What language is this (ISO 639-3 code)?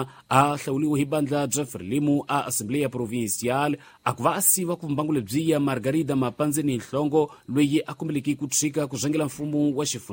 tso